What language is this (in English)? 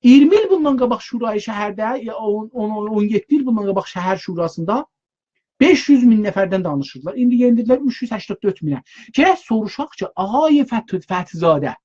South Azerbaijani